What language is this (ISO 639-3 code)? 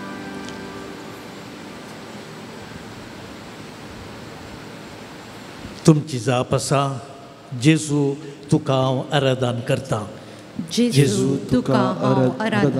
kok